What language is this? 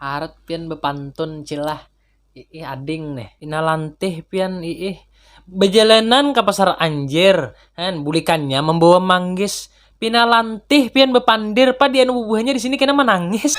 Banjar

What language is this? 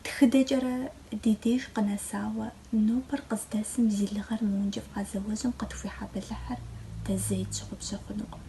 Kabardian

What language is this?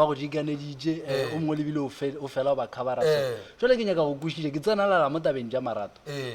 Northern Sotho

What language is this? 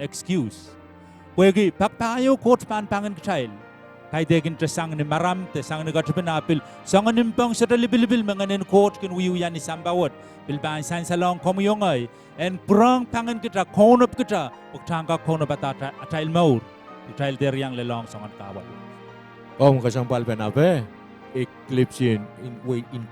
Pohnpeian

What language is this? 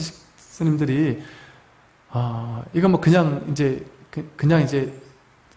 Korean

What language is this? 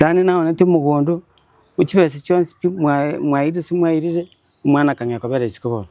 Gusii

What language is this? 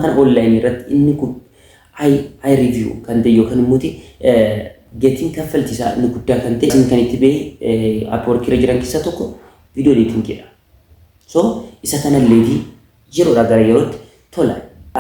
Oromo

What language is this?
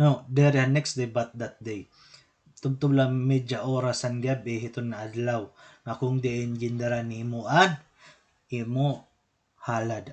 Waray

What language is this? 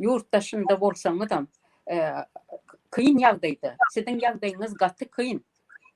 Turkmen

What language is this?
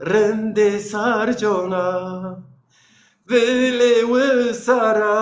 Zaza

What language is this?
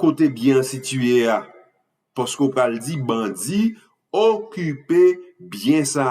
Haitian Creole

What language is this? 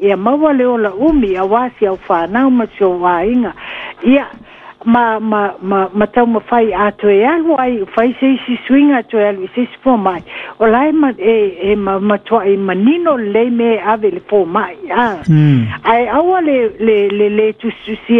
Samoan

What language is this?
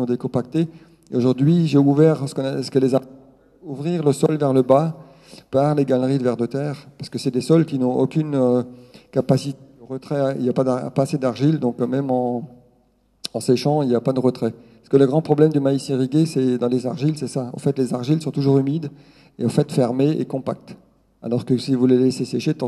French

